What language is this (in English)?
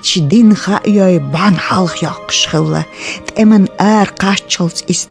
Chechen